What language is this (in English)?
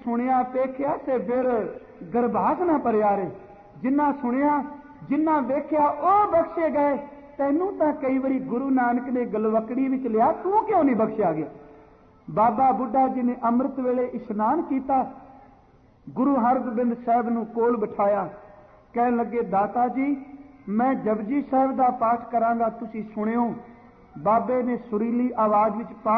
Punjabi